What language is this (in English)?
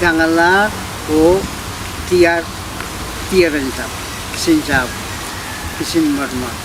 Pohnpeian